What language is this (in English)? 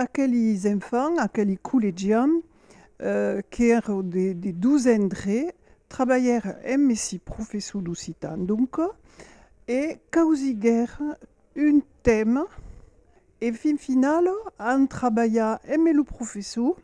Occitan